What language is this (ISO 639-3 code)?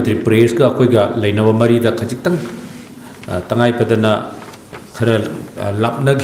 mni